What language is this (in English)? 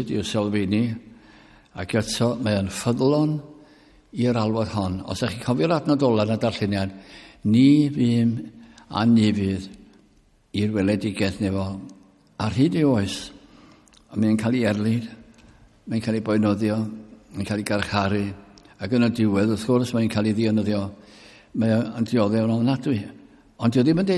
Welsh